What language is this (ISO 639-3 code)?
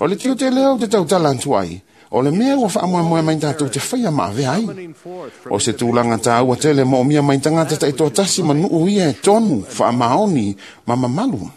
smo